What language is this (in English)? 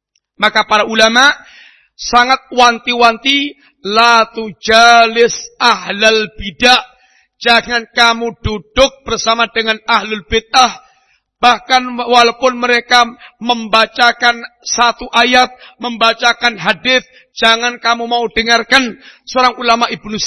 Indonesian